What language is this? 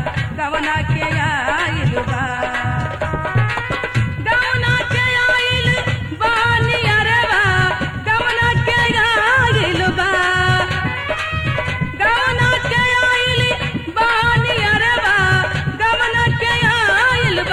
Bhojpuri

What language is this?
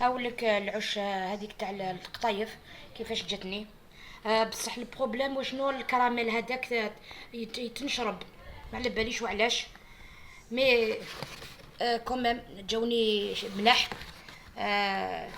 Algerian Arabic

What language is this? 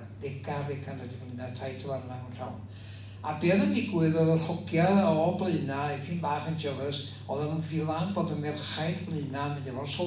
Welsh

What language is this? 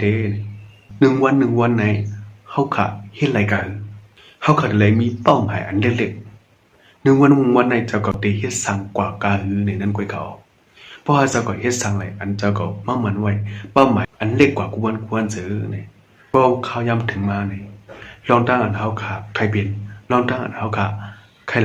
Shan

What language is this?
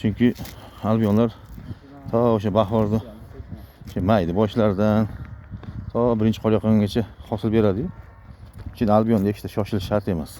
Uzbek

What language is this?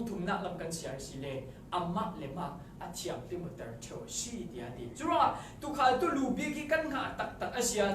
Falam Chin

